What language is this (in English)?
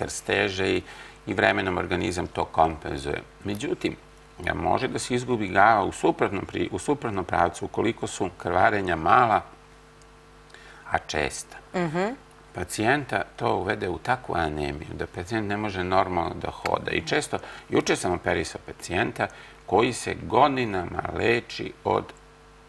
Serbian